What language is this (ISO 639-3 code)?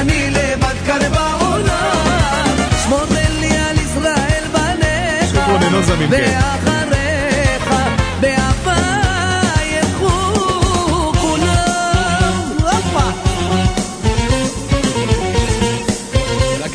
heb